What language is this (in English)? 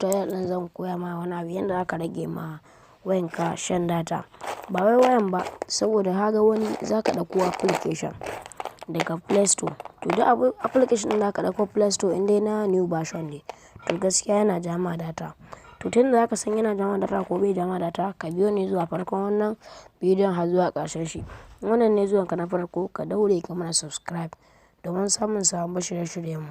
Hausa